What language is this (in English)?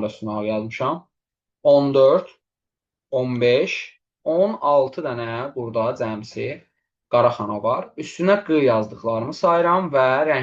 Azerbaijani